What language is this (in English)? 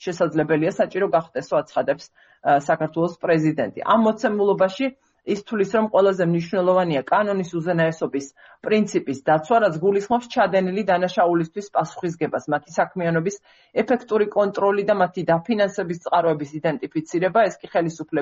Georgian